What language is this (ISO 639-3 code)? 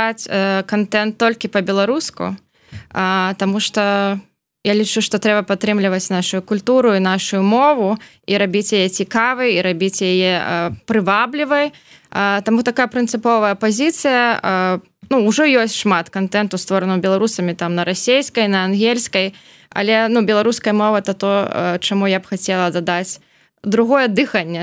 bel